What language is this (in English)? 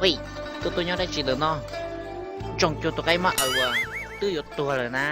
Hmong